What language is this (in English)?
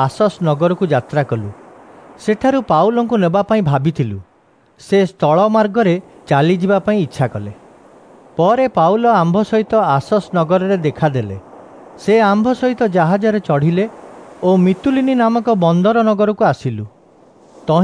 Odia